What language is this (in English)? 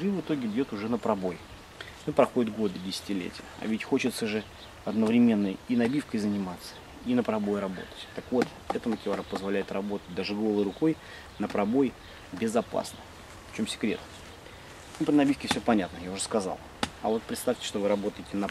Russian